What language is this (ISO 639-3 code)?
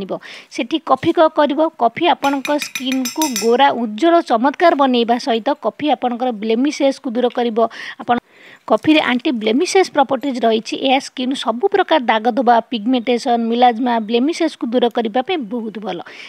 ori